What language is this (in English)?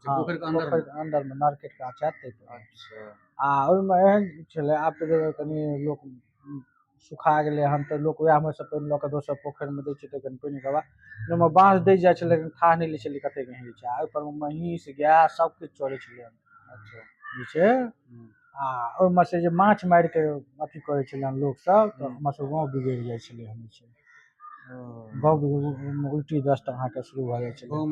Maithili